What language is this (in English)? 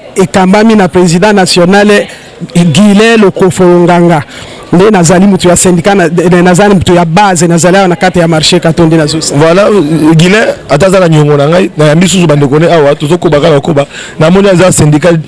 Lingala